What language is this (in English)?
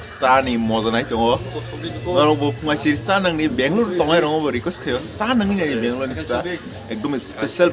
Kok Borok